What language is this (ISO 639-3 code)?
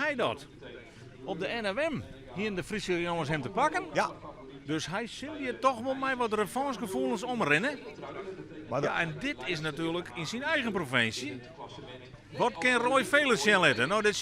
fry